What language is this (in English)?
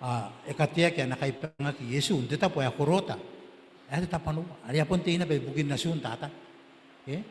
Gilbertese